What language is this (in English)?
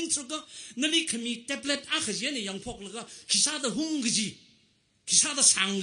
Tangkhul Naga (India)